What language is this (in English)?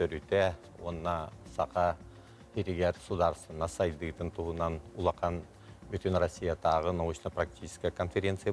Yakut